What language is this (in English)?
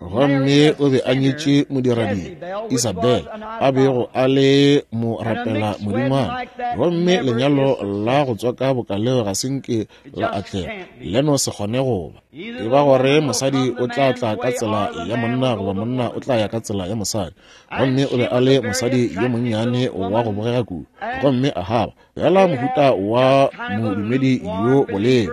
Northern Sotho